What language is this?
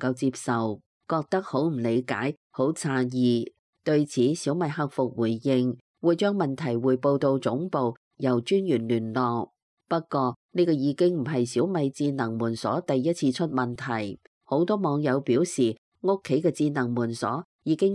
Cantonese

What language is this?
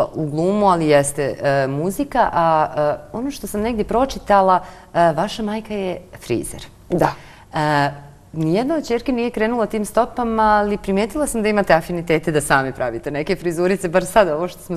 Serbian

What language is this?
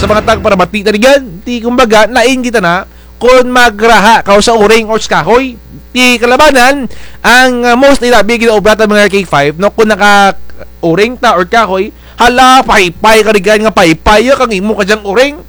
Kinaray-a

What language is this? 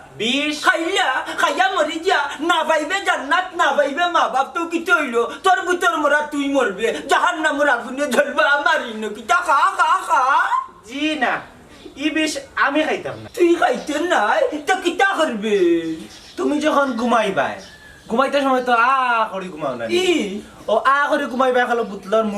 Sylheti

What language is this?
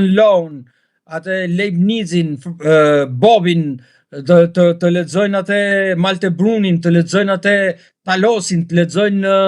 Albanian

